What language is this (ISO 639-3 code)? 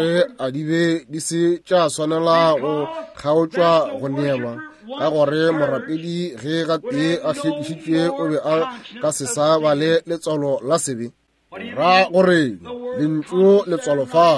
nso